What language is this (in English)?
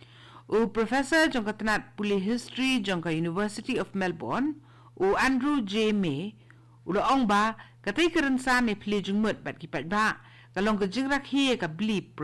Khasi